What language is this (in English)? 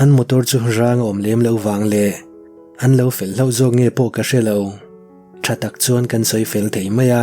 Mizo